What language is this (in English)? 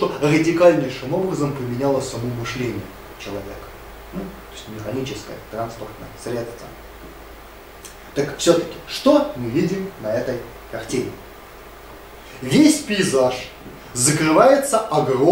Russian